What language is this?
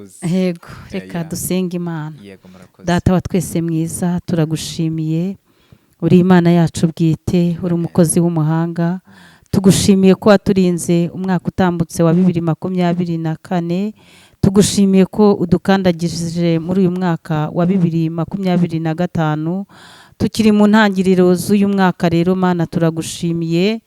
Kinyarwanda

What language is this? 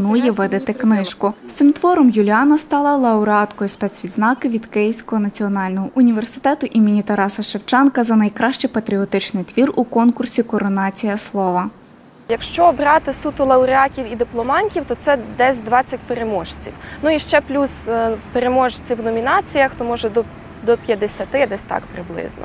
Ukrainian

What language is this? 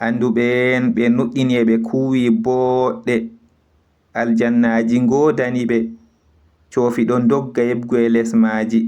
Fula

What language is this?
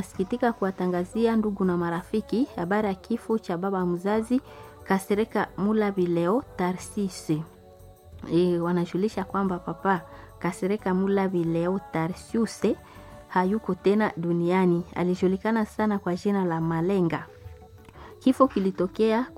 Swahili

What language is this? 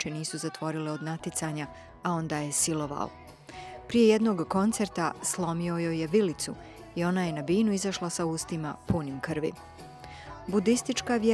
Bosnian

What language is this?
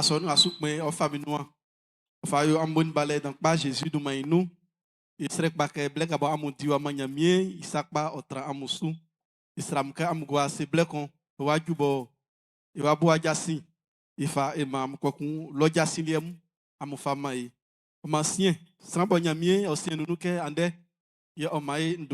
Baoulé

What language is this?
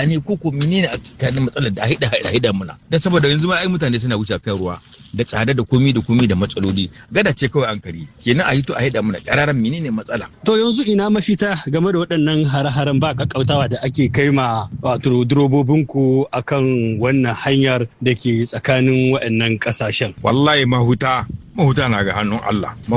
Hausa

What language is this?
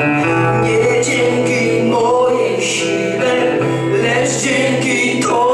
Polish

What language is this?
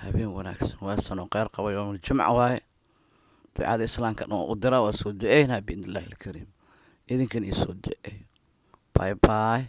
Somali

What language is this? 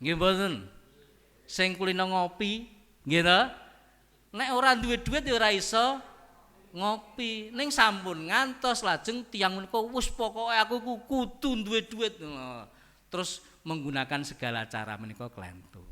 Javanese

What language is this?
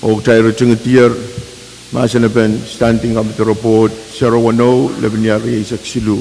Pohnpeian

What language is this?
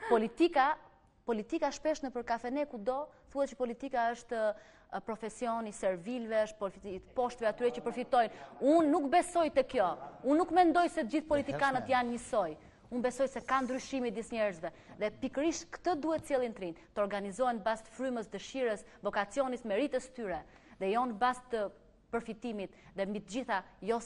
Albanian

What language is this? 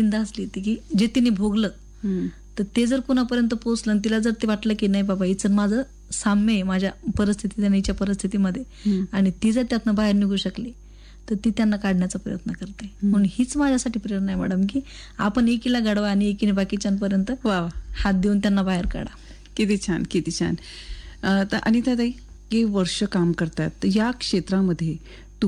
Marathi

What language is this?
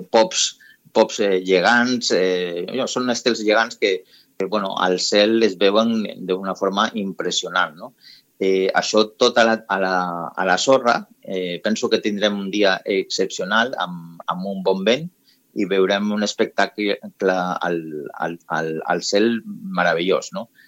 Catalan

